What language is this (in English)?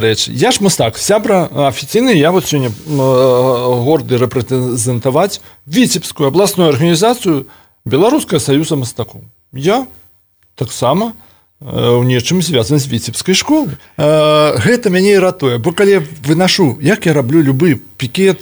Belarusian